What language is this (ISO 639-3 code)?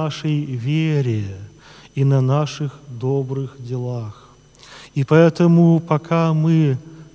rus